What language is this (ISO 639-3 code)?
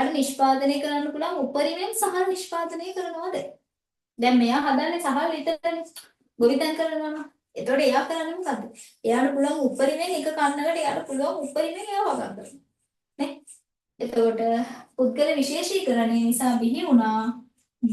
sin